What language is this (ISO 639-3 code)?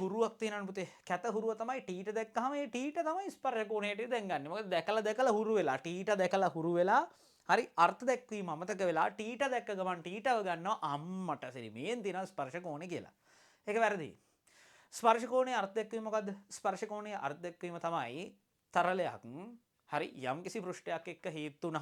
sin